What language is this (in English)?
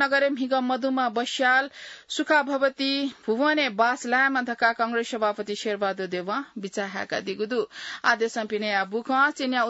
Newari